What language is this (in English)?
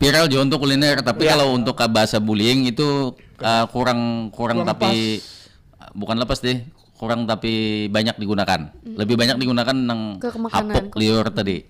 Banjar